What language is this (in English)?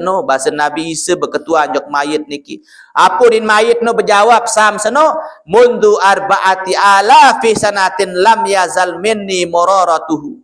Sasak